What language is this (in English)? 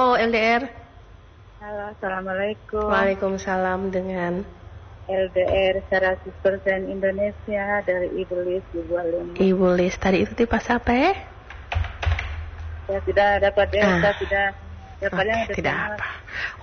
Indonesian